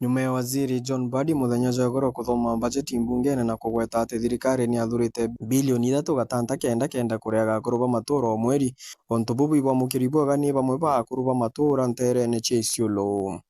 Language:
Meru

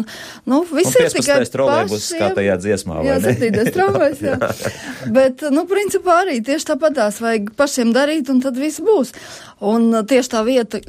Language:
Latvian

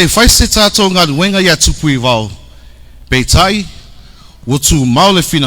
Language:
Samoan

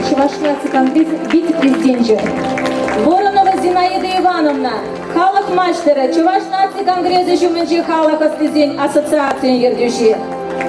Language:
Chuvash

